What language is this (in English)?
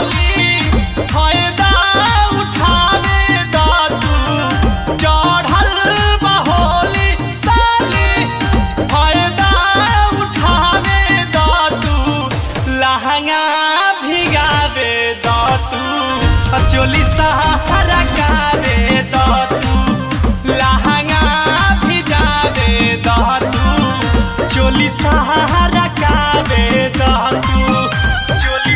Bhojpuri